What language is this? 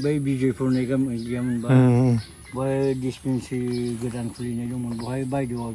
Bodo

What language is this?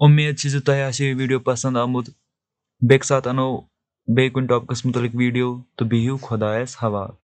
Kashmiri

